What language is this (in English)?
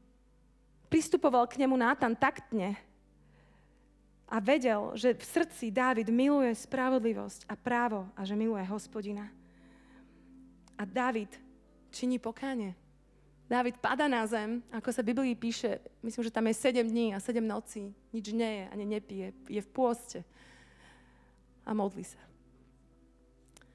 Slovak